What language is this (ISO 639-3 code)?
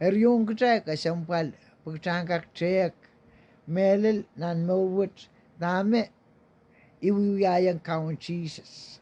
pon